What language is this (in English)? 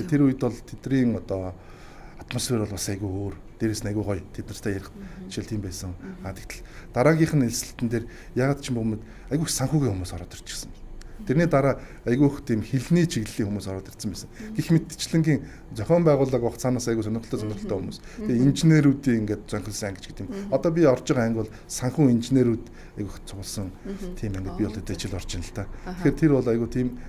Mongolian